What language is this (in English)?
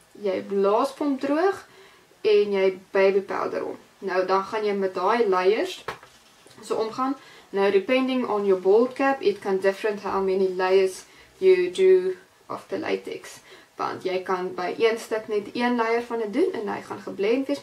Afrikaans